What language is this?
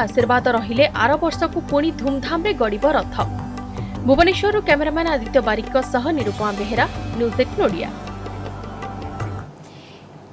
Odia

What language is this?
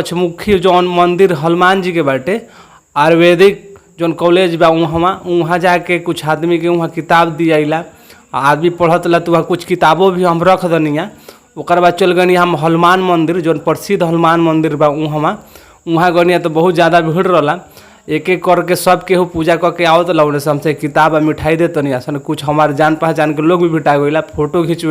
Bhojpuri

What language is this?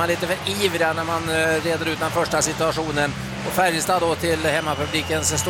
Swedish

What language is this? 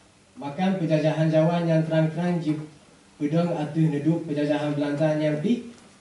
Achinese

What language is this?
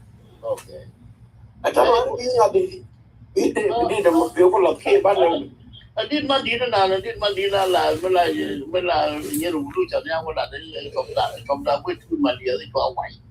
Nuer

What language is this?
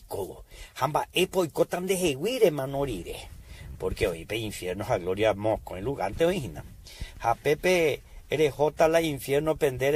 Guarani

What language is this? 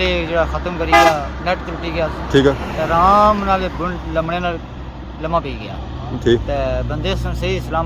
Pahari-Potwari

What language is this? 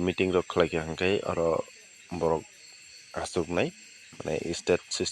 Kok Borok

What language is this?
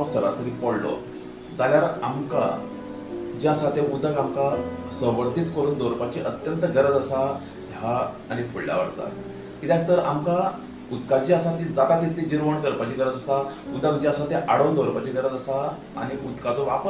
Konkani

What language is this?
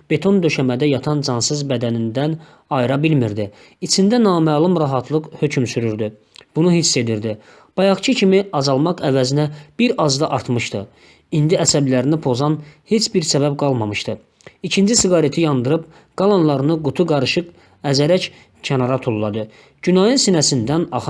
Azerbaijani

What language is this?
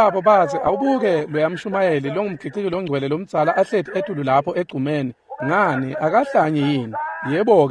Swati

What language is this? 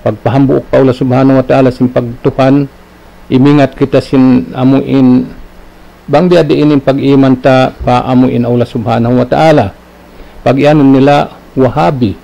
Tausug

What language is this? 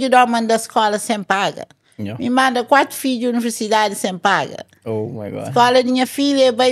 Kabuverdianu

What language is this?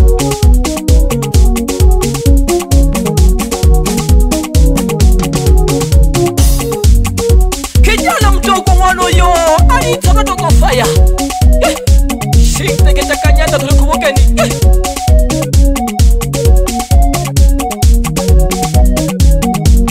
Swahili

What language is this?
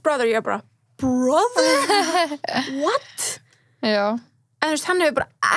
Icelandic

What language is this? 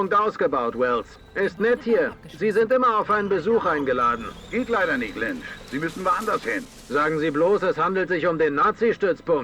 Bavarian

